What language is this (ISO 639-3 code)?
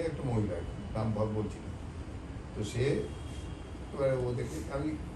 ben